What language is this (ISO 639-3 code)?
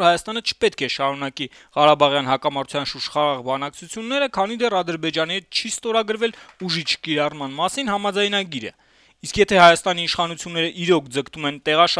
hye